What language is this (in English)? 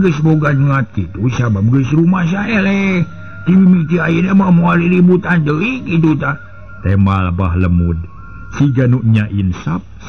Sundanese